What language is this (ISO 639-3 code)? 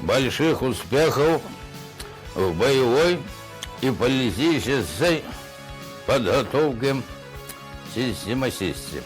bak